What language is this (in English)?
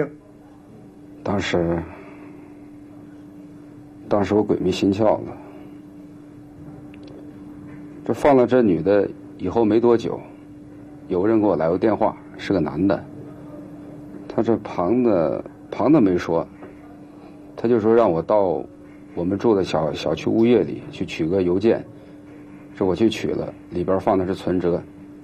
Chinese